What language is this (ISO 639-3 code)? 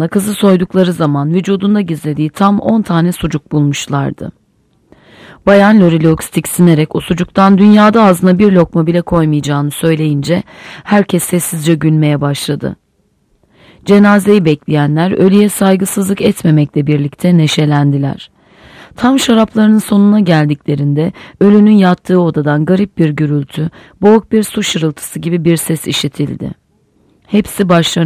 tur